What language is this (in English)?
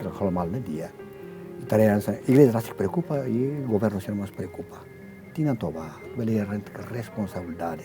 Tetum